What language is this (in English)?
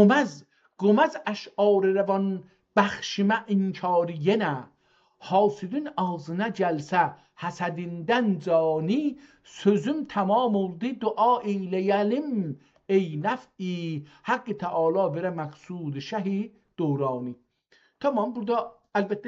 South Azerbaijani